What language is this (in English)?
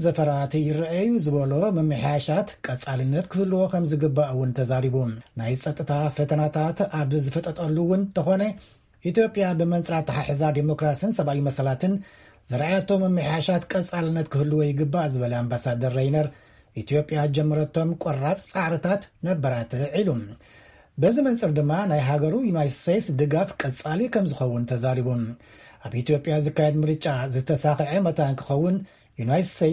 Tigrinya